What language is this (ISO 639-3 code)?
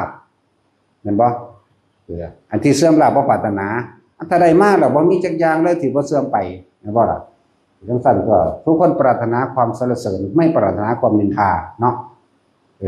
tts